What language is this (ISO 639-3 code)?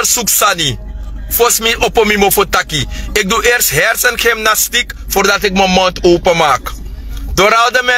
srn